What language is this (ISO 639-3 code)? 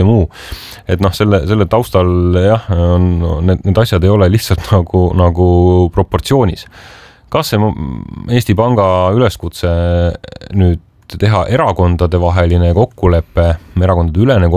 est